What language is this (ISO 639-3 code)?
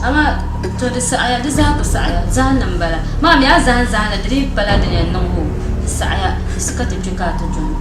dag